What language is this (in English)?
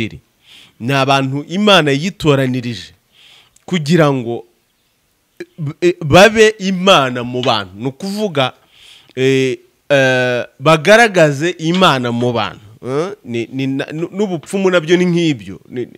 Kinyarwanda